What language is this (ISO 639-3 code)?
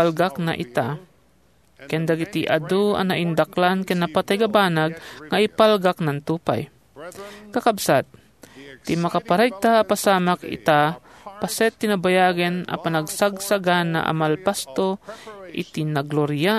ilo